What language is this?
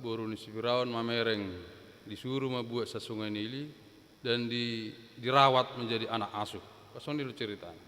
Batak Toba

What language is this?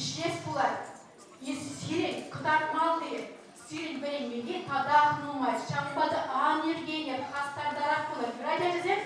Chuvash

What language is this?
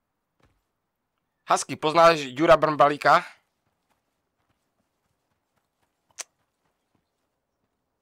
Czech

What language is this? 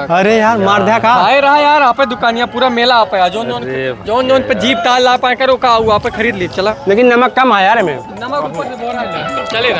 Awadhi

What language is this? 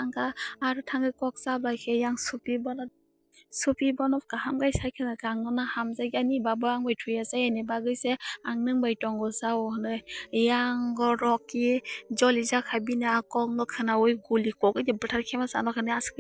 Kok Borok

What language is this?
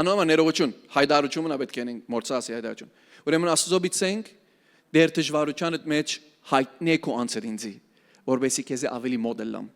Western Armenian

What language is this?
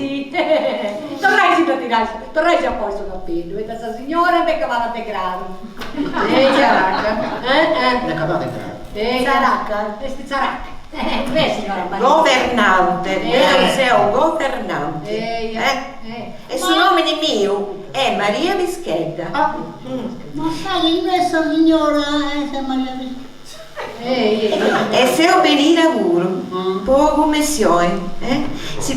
Sardinian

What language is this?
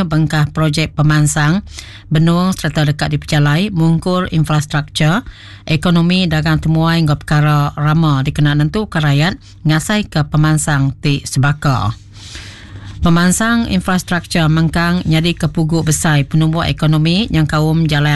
Iban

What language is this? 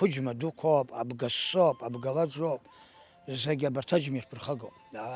Abkhazian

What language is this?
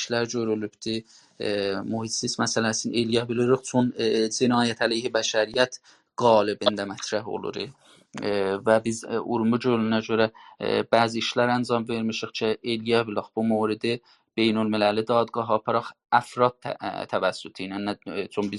South Azerbaijani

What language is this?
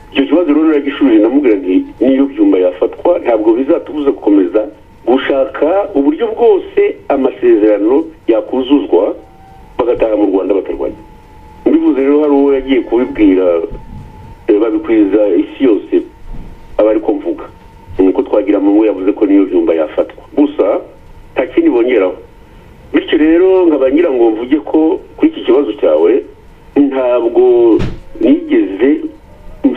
Kinyarwanda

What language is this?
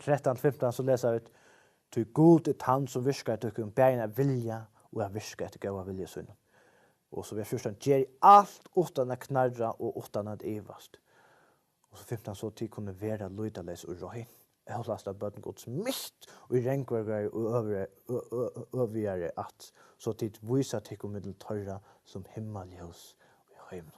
Faroese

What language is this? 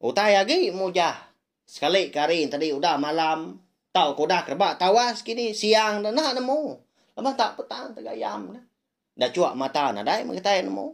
Iban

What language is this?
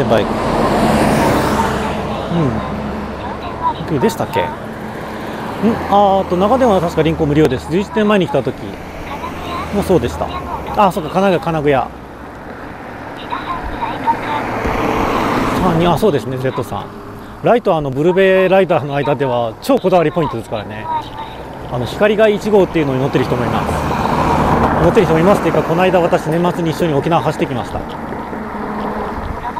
Japanese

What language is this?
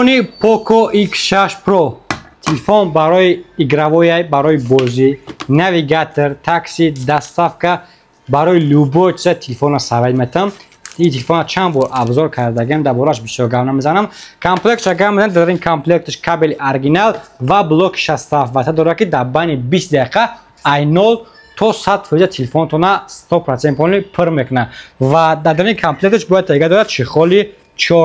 Tajik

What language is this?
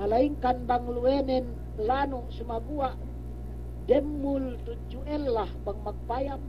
Yakan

